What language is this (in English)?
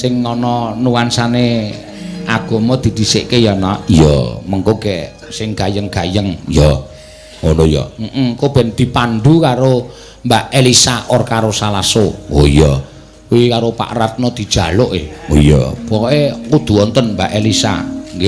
Javanese